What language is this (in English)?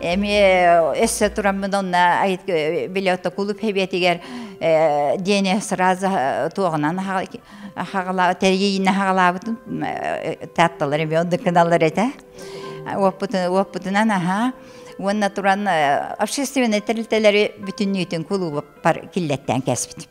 Yakut